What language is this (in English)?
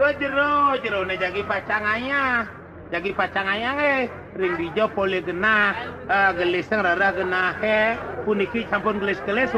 Balinese